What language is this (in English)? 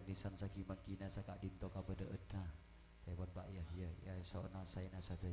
Madurese